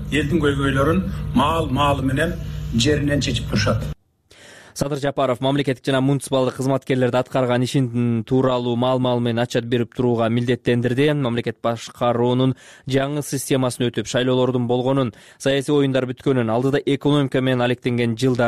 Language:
Kyrgyz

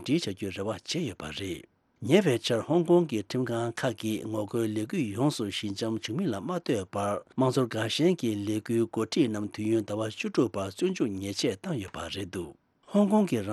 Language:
Tibetan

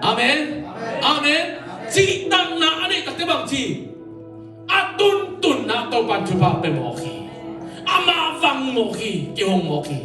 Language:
Tedim Chin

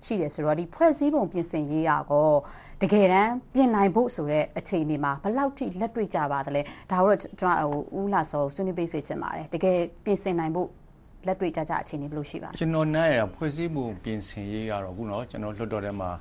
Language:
Burmese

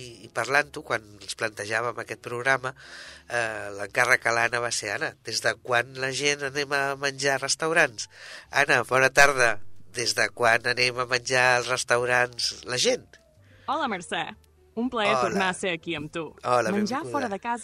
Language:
Catalan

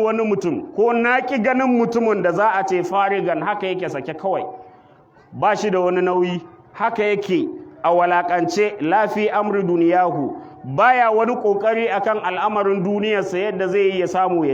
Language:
Hausa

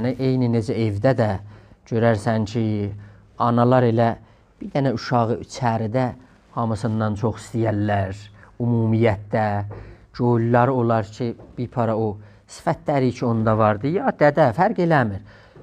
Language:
South Azerbaijani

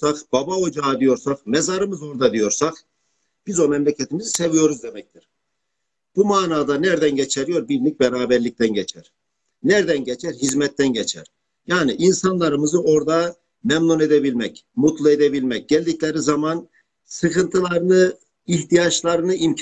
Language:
Turkish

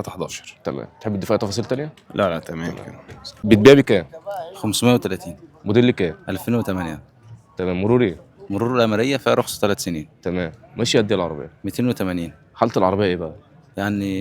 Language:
Egyptian Arabic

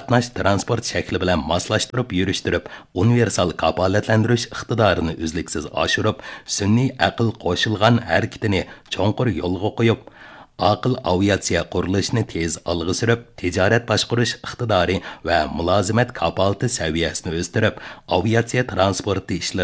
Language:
Uyghur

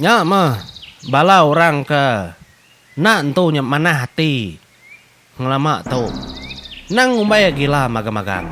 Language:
Iban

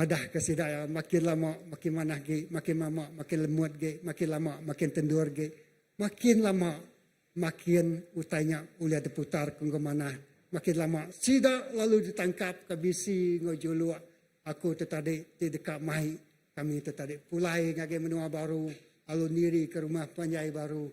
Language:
Iban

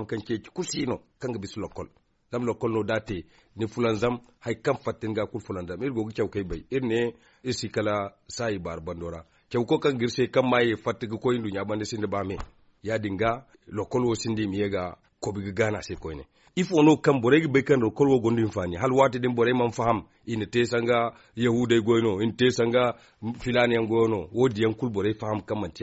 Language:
Zarma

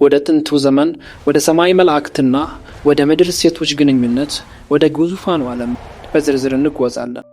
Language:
Amharic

